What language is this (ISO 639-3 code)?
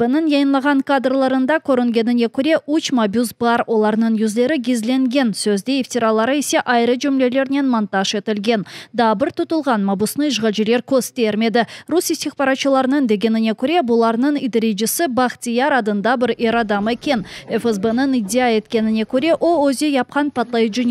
crh